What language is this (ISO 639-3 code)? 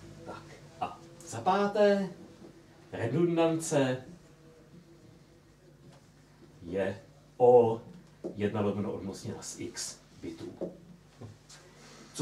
ces